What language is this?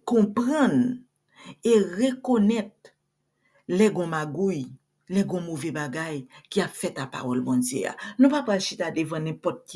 Haitian Creole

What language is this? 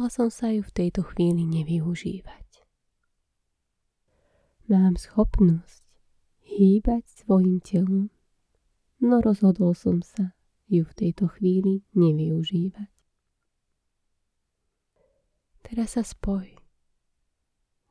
Slovak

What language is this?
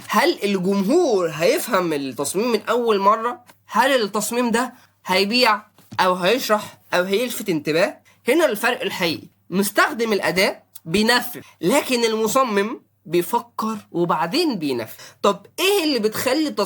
Egyptian Arabic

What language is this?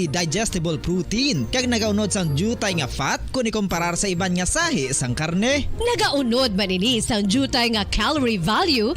Hiligaynon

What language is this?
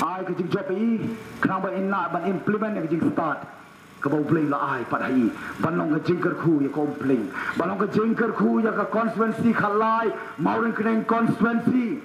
Khasi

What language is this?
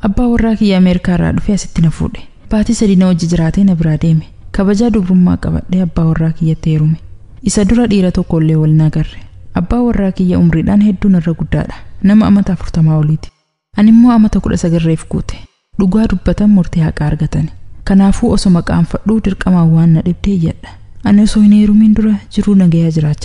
Oromo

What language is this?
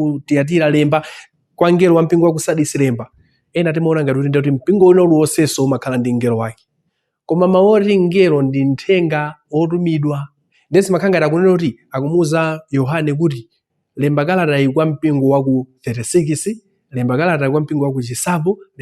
Nyanja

